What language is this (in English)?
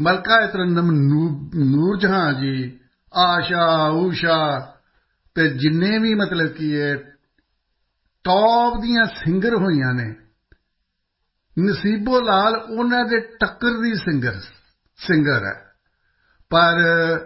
Punjabi